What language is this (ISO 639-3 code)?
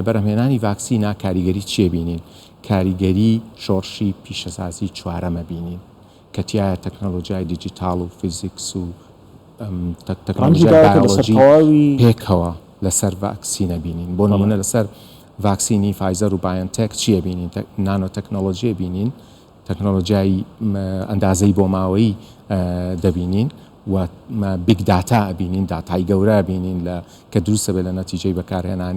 ckb